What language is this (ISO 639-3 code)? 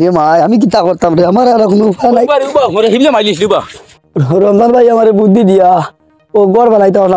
syl